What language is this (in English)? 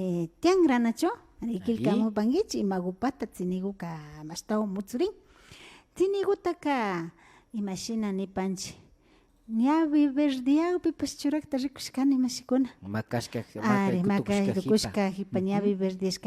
Imbabura Highland Quichua